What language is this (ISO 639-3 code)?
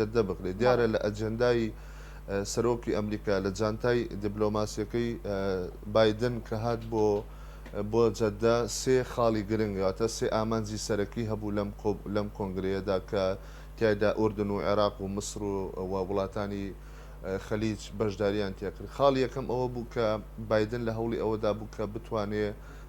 ckb